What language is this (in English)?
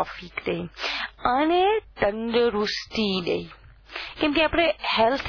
Gujarati